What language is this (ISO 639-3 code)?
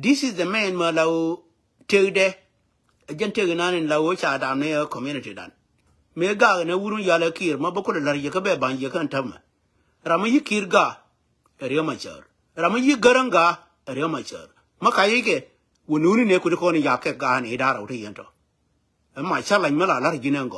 nus